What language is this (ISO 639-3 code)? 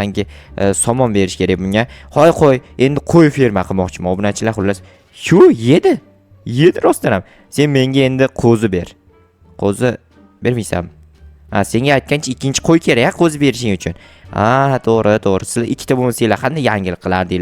uzb